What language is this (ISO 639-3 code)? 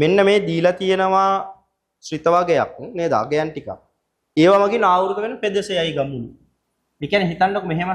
sin